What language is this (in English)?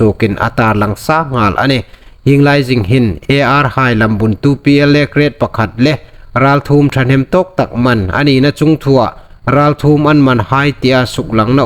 Hmar